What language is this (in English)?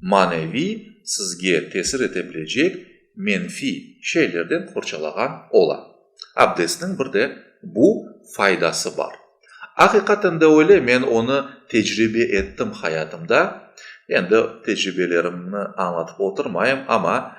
Crimean Tatar